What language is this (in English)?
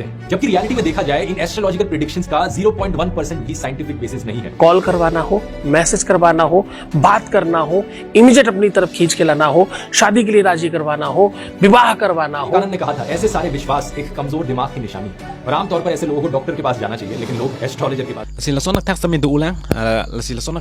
Karbi